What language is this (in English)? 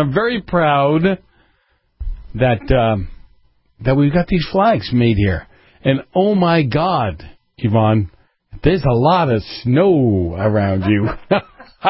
English